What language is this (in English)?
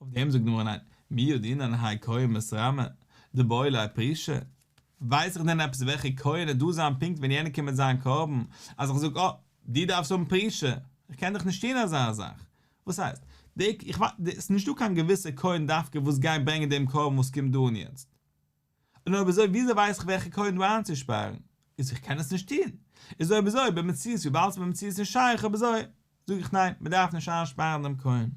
Yiddish